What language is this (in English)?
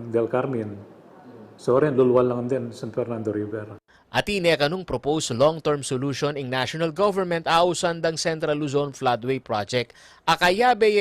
Pampanga